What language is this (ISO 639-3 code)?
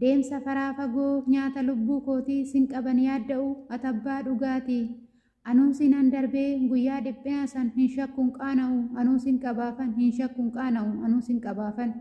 orm